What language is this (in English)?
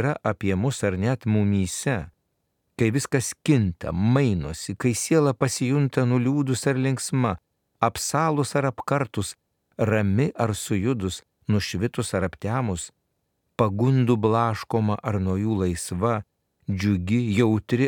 Lithuanian